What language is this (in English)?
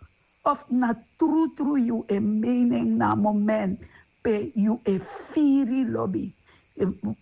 Sranan Tongo